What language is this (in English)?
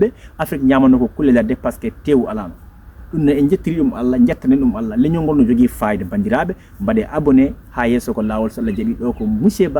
Fula